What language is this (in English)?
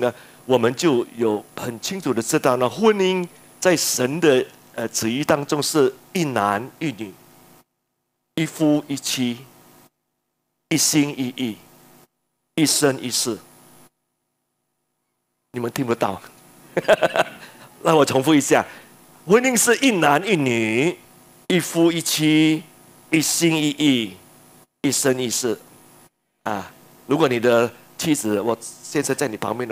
Chinese